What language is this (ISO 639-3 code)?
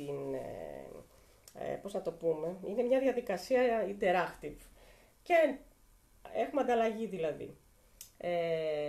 ell